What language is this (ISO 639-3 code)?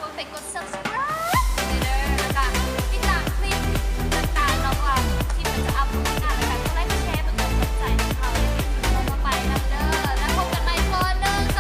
lao